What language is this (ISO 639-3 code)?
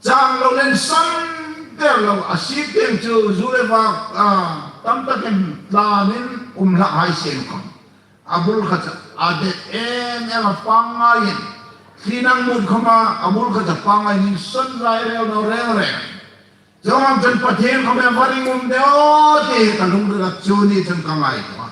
hmr